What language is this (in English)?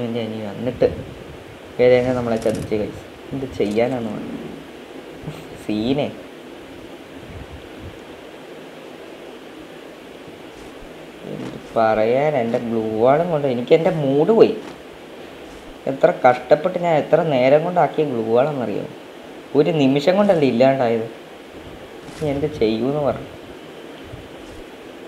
Malayalam